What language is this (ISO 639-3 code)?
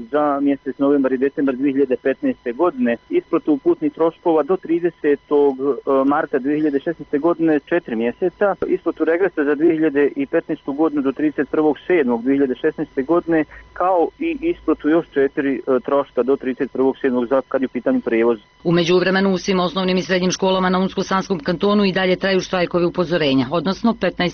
bos